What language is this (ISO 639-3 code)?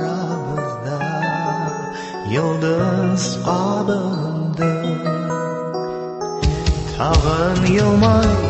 tat